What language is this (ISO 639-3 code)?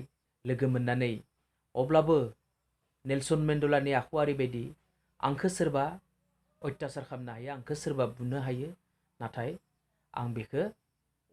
brx